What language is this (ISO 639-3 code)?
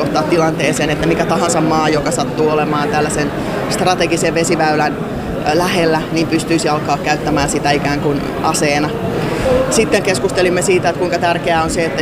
fin